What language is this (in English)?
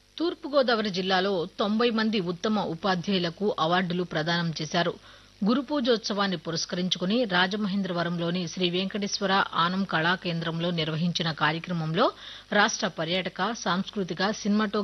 Telugu